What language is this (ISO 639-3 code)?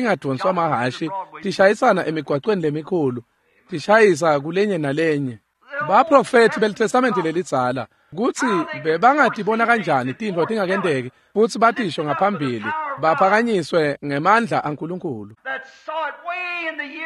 ssw